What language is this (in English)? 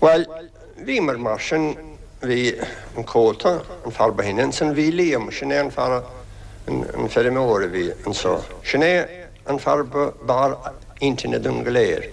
Irish